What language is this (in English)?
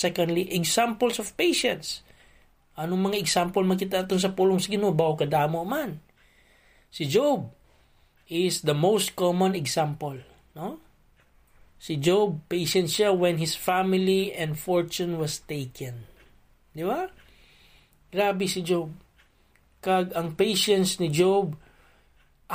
Hiligaynon